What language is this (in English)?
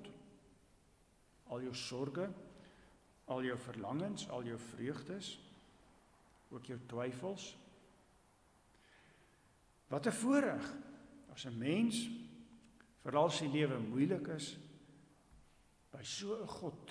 Afrikaans